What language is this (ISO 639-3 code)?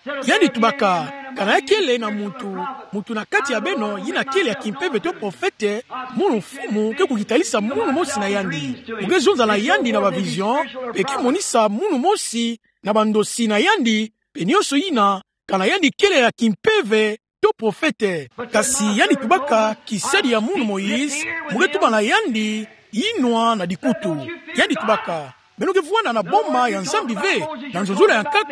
ktu